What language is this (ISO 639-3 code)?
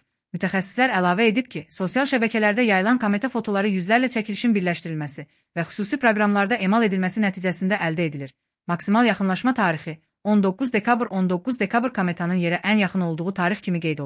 aze